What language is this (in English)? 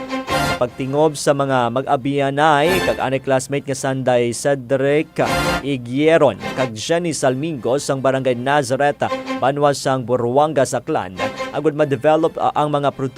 Hiligaynon